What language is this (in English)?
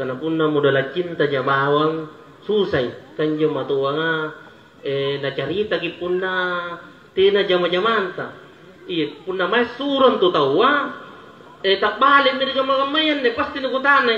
Makasar